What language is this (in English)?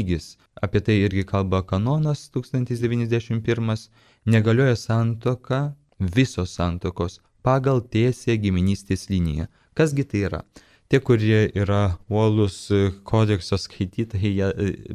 Lithuanian